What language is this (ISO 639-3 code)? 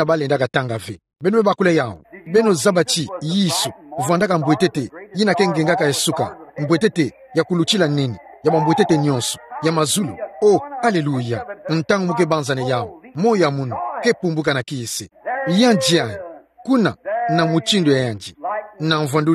ktu